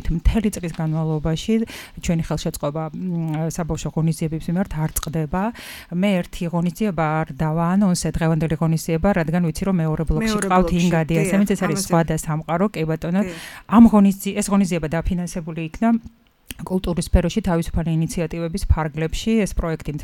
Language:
Georgian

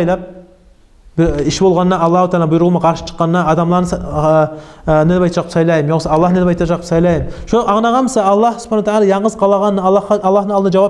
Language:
Kumyk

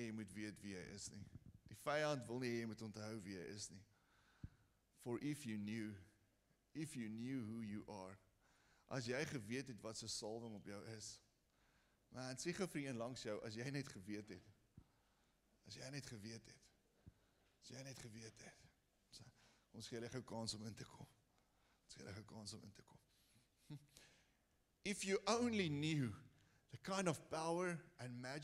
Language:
Afrikaans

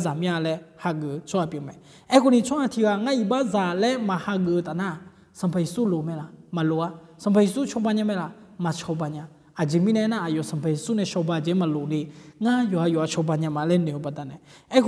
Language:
Akha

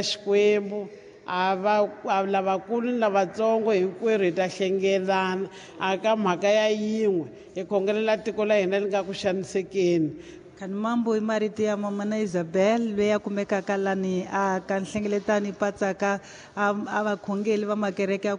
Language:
Tsonga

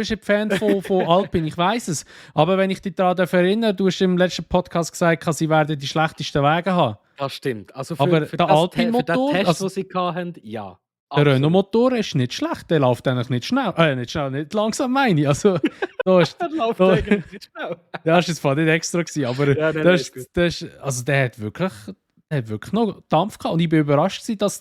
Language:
Swiss German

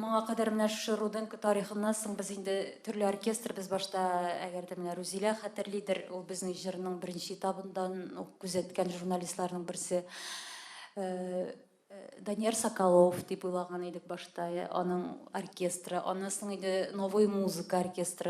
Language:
Tatar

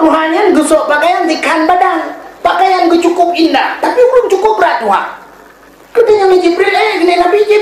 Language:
Achinese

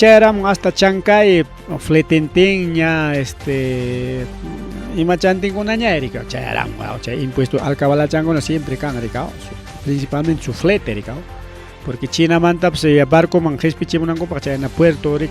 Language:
Ayacucho Quechua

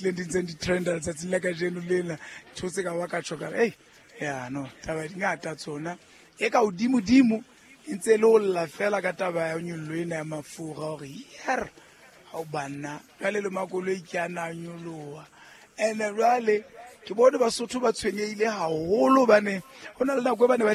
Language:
Southern Sotho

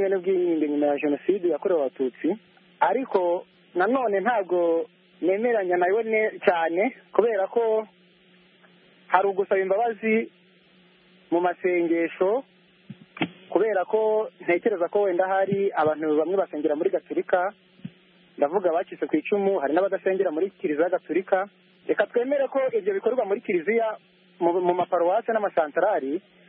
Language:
Kinyarwanda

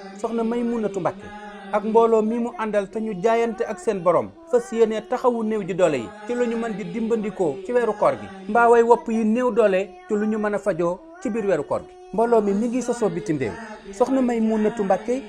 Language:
Wolof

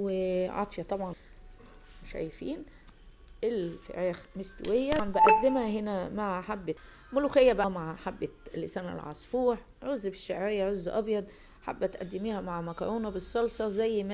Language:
Egyptian Arabic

